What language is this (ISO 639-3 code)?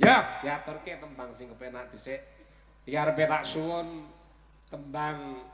jav